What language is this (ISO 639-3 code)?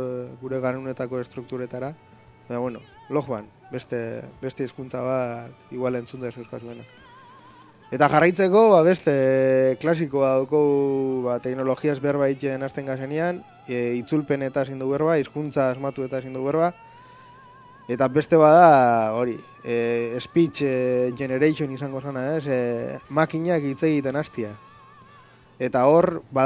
eus